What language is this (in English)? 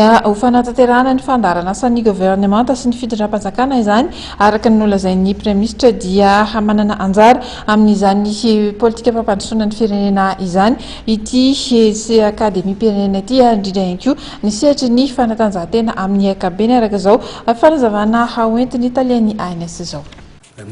Malagasy